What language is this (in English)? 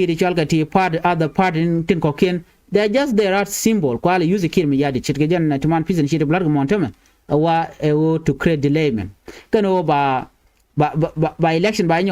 Nuer